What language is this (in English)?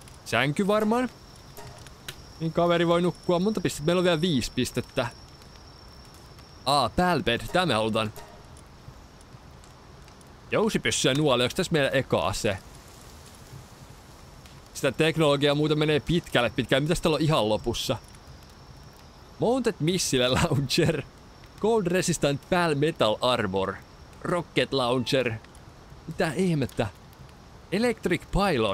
Finnish